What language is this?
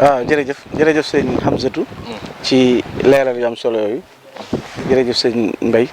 Wolof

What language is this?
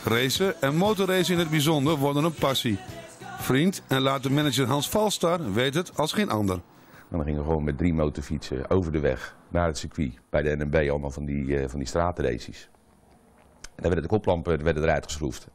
Dutch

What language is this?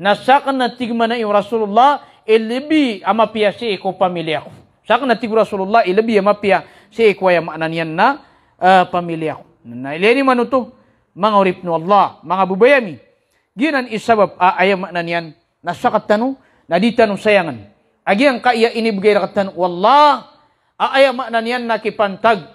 Maranao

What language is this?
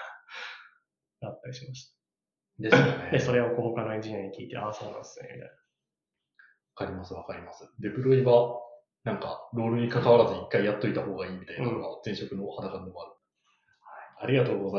Japanese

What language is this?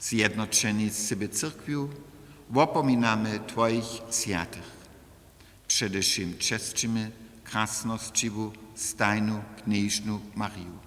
Upper Sorbian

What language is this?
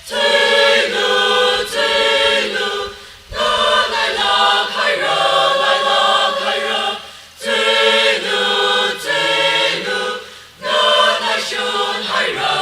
Tangkhul Naga (India)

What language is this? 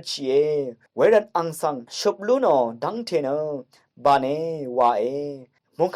Rawang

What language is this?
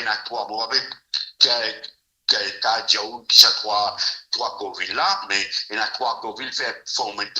Morisyen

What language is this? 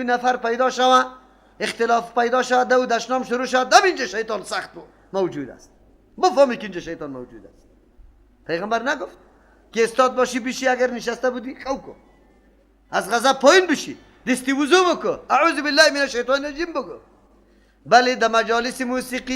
Persian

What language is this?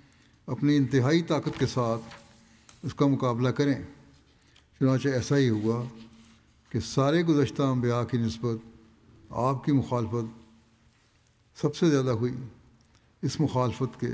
Urdu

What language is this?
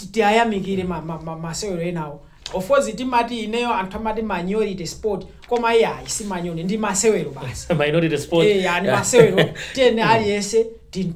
Nyanja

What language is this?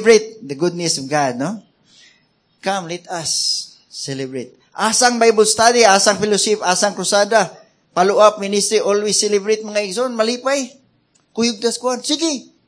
Cebuano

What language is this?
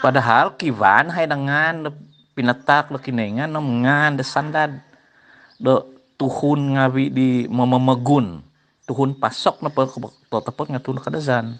Central Dusun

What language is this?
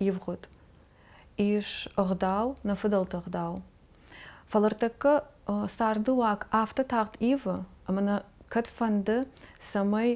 Ossetic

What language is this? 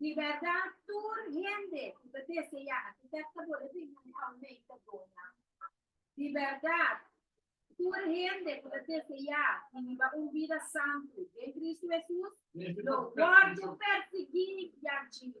Papiamento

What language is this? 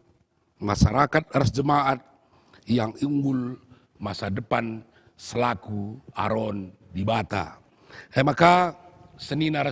Batak Karo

